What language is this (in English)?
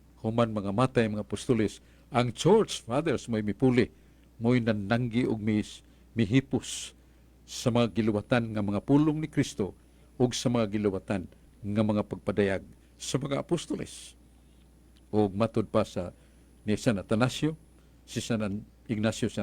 Cebuano